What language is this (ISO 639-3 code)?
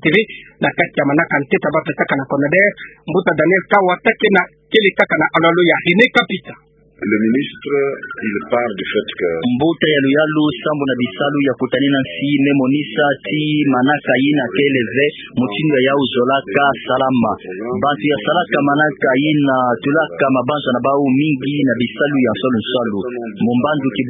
ktu